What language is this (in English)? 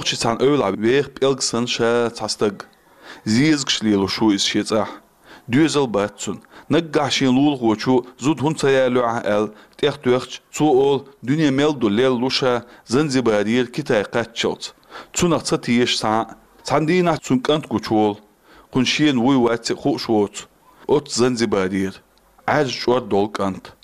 Chechen